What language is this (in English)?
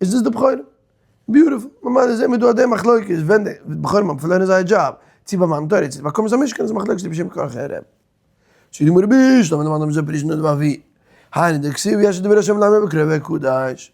Yiddish